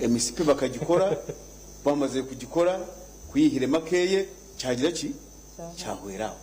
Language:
Nyankole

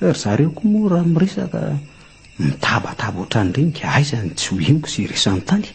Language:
Malagasy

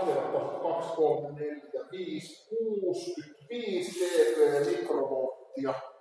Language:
Finnish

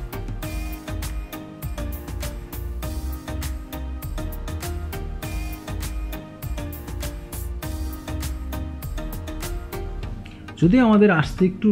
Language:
Bangla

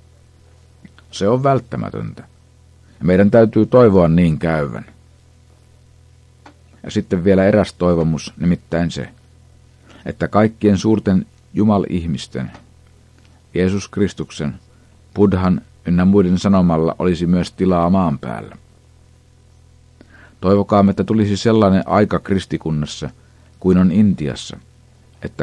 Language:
Finnish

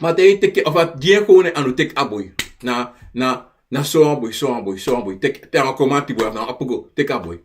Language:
Sranan Tongo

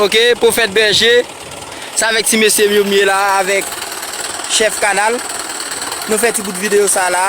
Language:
Haitian Creole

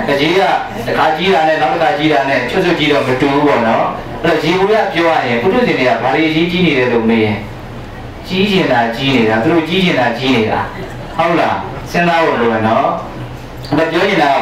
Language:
Burmese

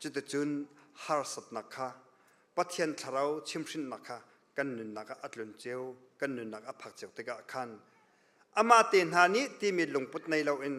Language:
Hakha Chin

